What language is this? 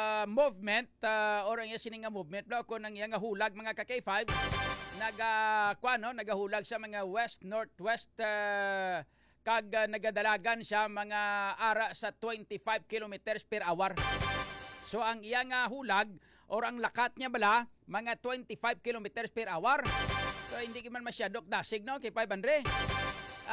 Hiligaynon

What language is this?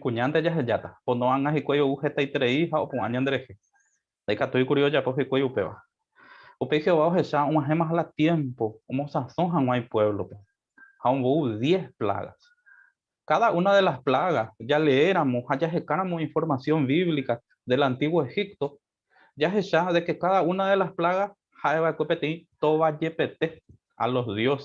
Guarani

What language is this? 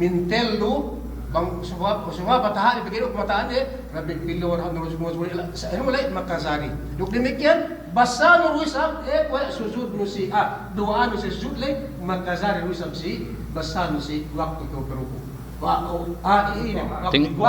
Yakan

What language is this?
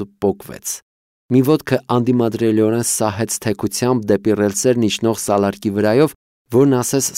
Armenian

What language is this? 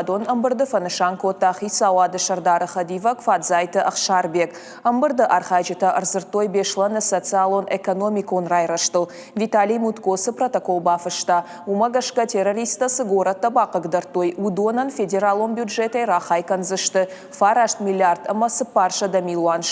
Ossetic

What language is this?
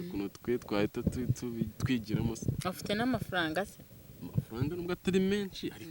Kinyarwanda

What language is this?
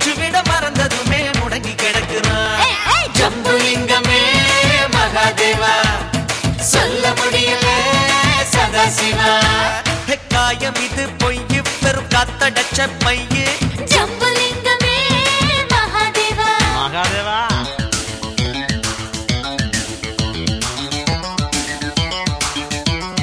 Tamil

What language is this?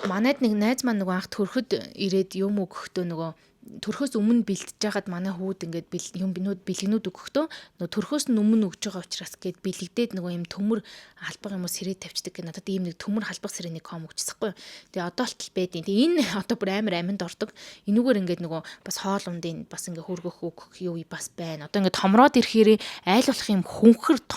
Mongolian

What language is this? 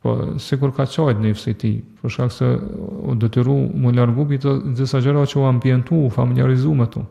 Albanian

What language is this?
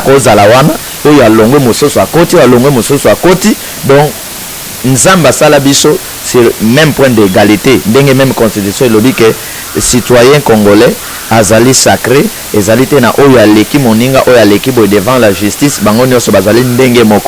Lingala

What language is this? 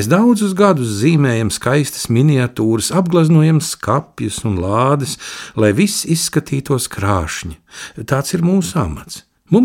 Latvian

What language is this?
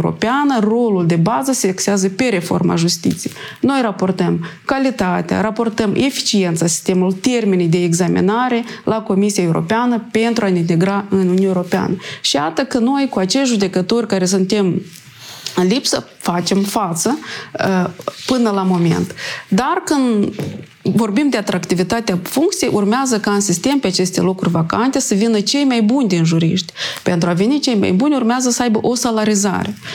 Romanian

